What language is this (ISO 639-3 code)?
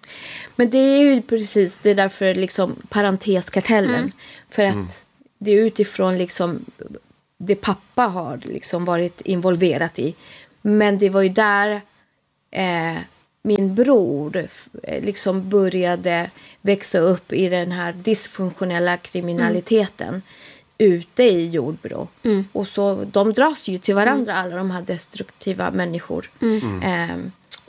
swe